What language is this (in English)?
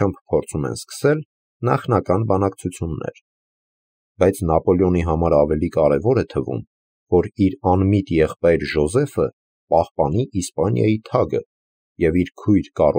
Armenian